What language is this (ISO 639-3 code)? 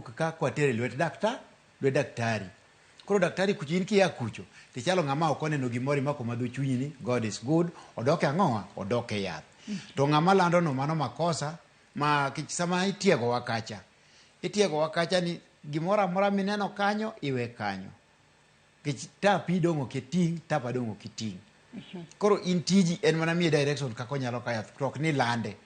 luo